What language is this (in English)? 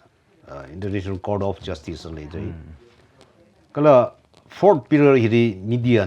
Tangkhul Naga (India)